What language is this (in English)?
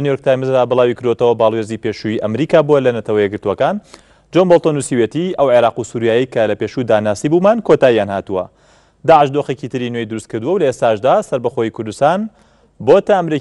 Central Kurdish